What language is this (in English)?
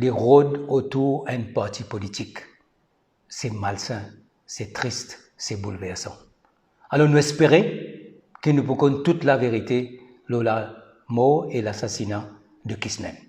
Morisyen